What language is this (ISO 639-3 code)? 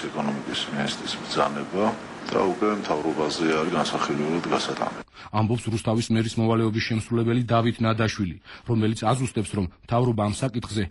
kat